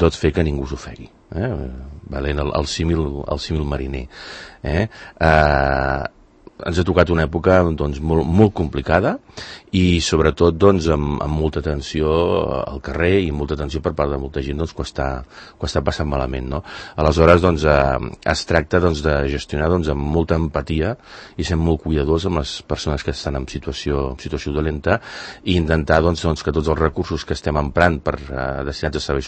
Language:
Catalan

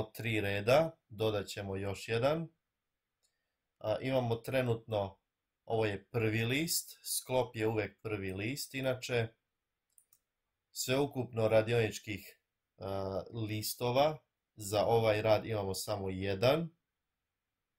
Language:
Croatian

